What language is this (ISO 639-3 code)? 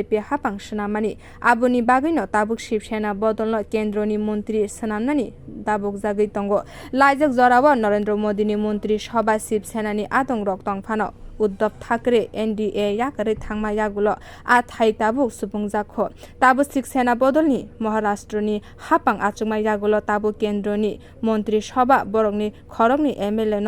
trp